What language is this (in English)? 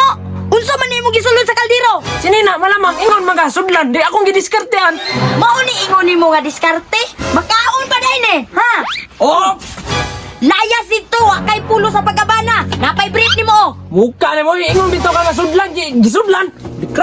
Cebuano